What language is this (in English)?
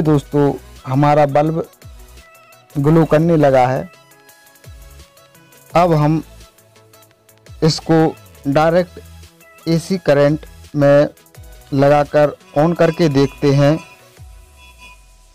Hindi